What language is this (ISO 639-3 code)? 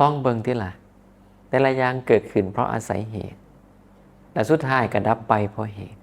tts